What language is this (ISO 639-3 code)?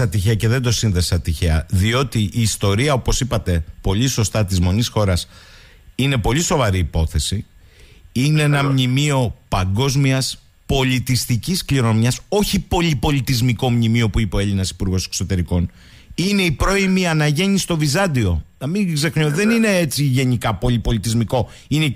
ell